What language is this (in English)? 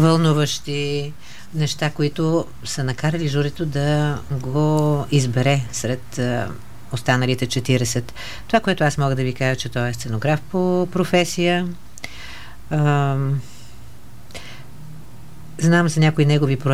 Bulgarian